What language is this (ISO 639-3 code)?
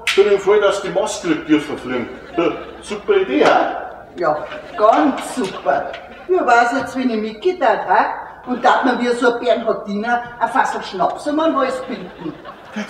bar